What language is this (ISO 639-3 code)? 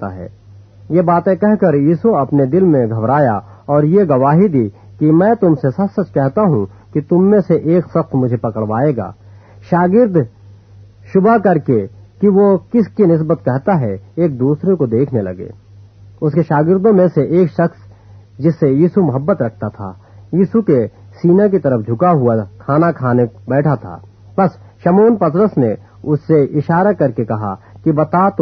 urd